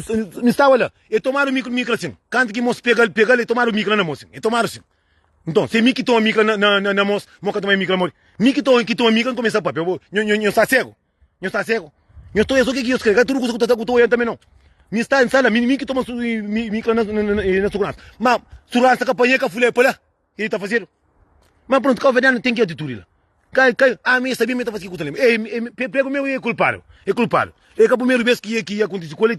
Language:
Kabuverdianu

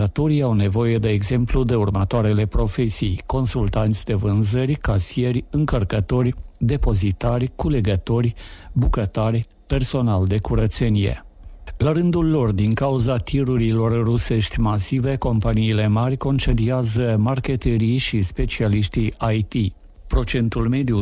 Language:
Romanian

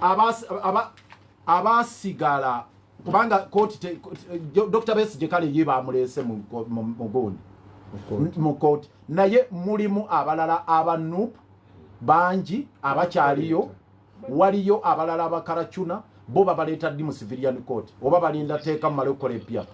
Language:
Ganda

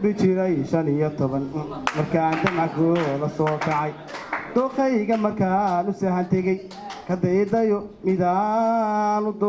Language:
Somali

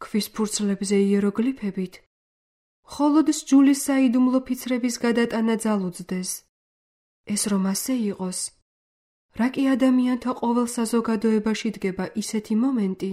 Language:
Georgian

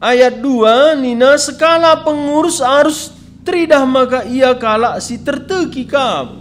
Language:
Batak Karo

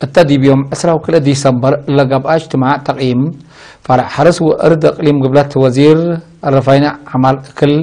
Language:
Tigre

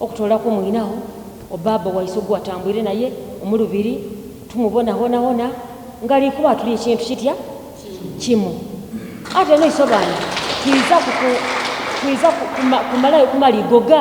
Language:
Soga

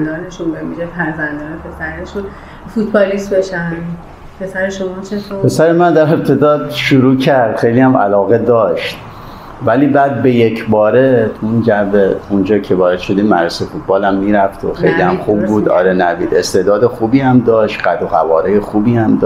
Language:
Persian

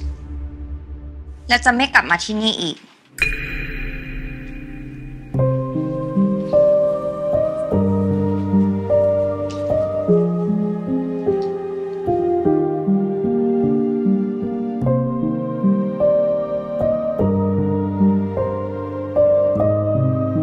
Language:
Thai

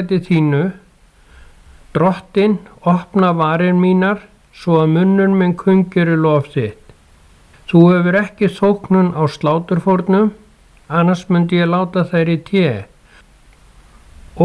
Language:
Icelandic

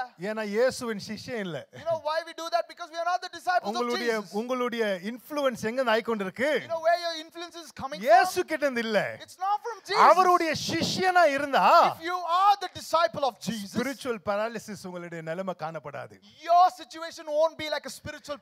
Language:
Tamil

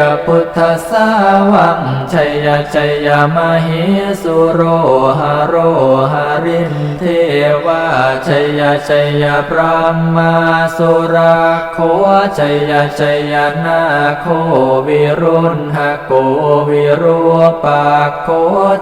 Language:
Pali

